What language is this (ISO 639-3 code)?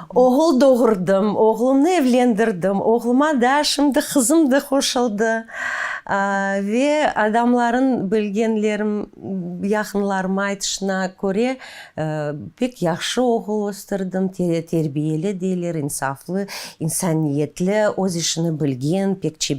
crh